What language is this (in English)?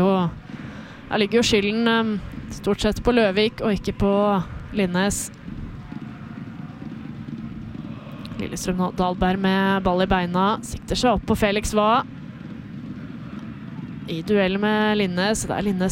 Norwegian